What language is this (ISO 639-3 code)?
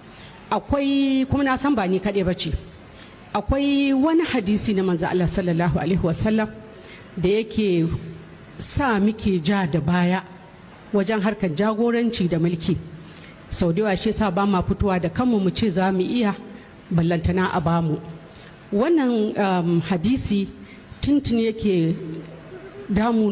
hau